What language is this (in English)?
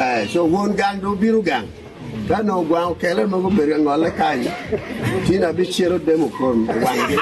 Acoli